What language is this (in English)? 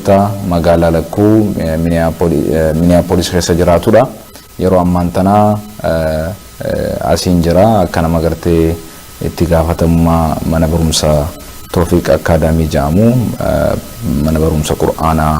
Oromo